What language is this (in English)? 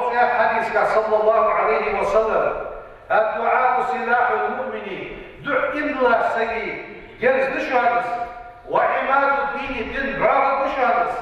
Ingush